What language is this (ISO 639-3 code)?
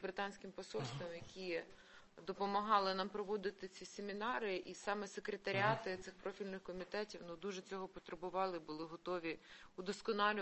ukr